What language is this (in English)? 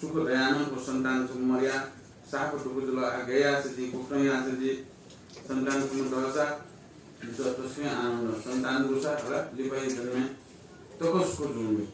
Newari